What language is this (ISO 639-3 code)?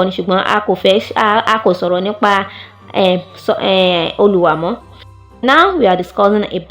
yor